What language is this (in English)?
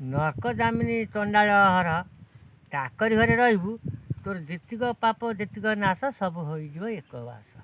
Odia